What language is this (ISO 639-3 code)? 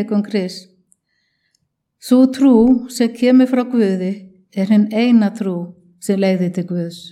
isl